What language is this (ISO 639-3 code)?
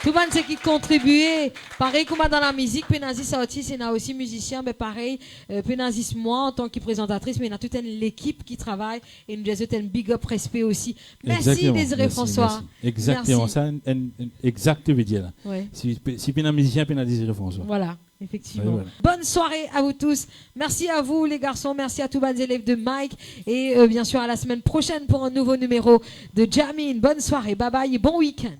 mfe